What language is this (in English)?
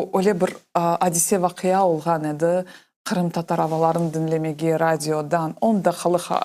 Crimean Tatar